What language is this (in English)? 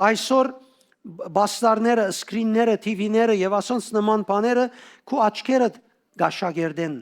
Western Armenian